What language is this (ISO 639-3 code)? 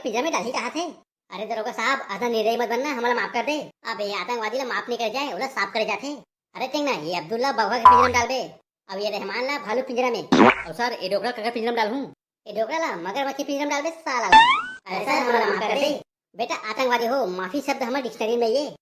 hne